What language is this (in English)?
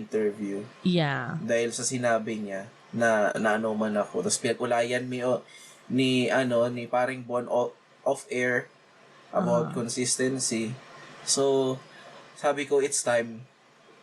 Bikol